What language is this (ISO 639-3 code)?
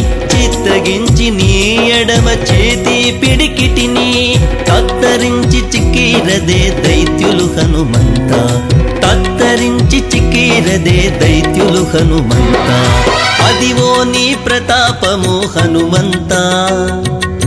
tel